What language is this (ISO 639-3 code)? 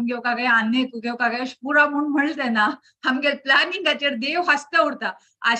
kok